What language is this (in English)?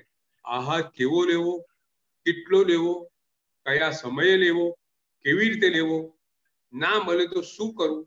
Gujarati